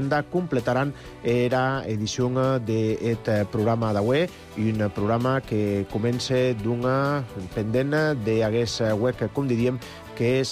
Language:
Catalan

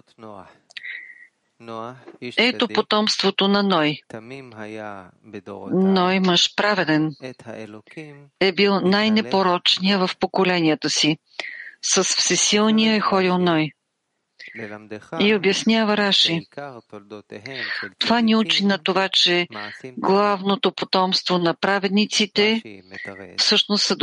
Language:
Bulgarian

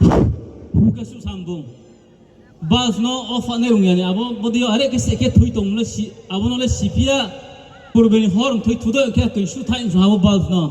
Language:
Riang (India)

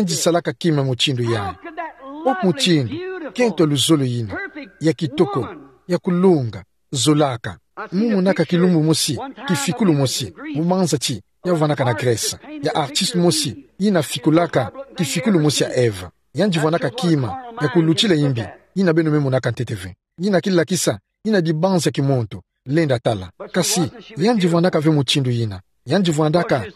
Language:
Kituba (Democratic Republic of Congo)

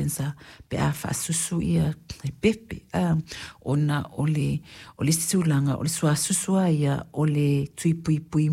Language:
Samoan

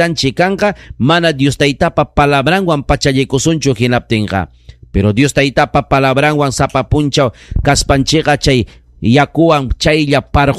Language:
Ayacucho Quechua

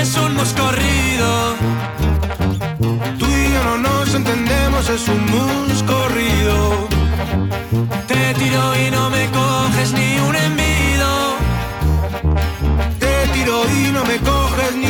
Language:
Basque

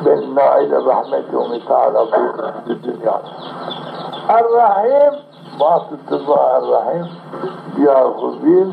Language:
Zaza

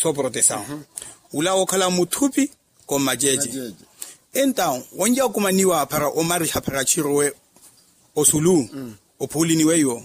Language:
Makhuwa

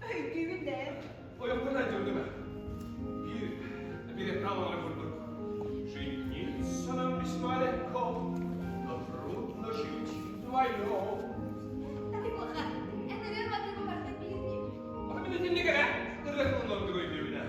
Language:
Yakut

